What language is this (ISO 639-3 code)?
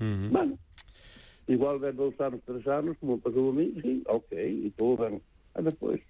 glg